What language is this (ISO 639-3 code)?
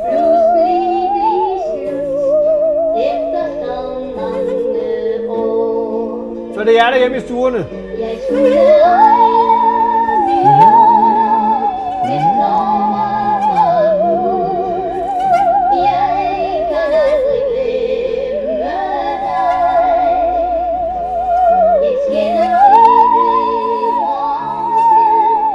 dan